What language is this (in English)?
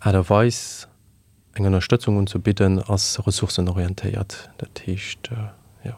Luxembourgish